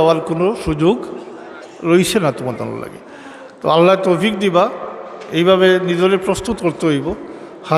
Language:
Sylheti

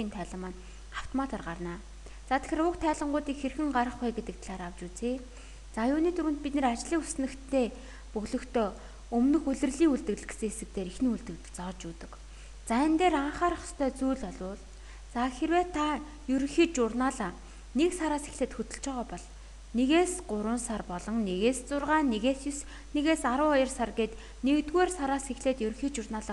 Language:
Mongolian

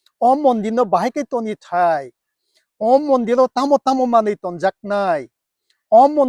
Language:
Kok Borok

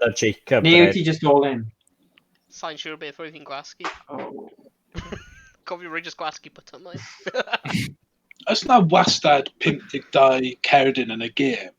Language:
Welsh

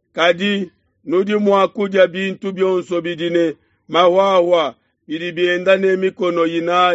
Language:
Luba-Lulua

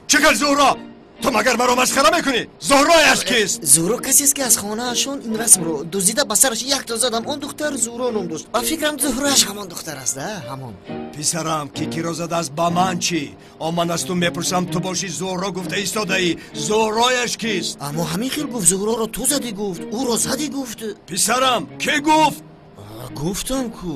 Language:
Tajik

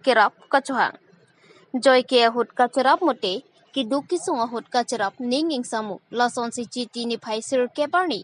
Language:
Karbi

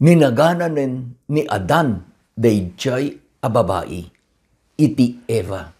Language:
Iloko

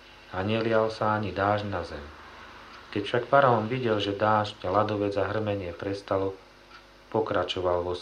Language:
Slovak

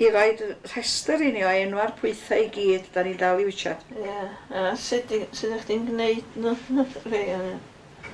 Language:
Welsh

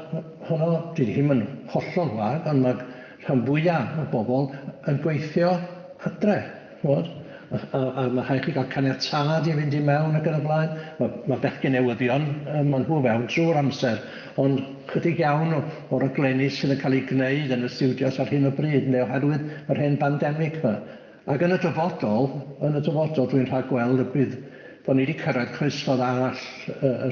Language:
Welsh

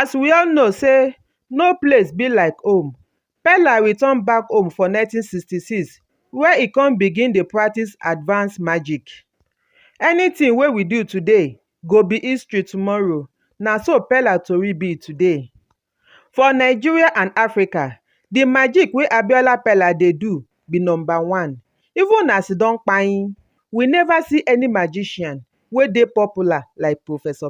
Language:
Nigerian Pidgin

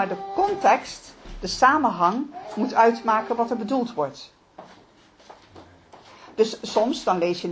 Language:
Dutch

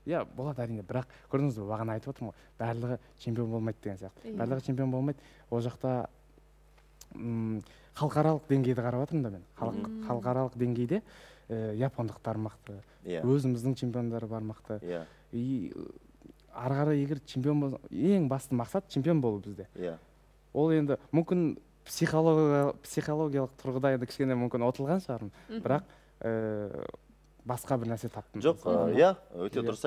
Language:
Kazakh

